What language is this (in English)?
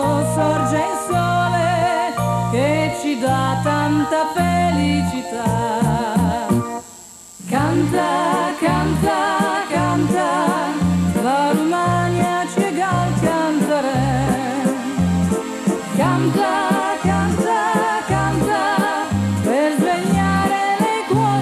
Italian